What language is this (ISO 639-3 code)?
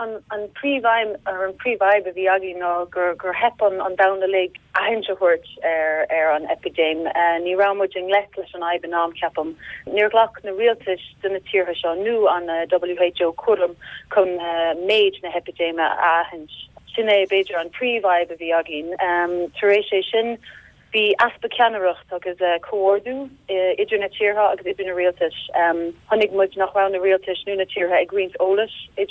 gle